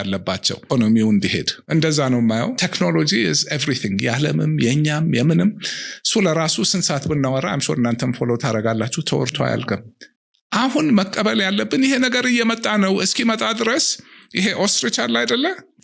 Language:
Amharic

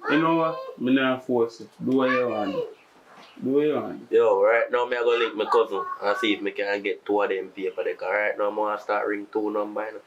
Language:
Jamaican Creole English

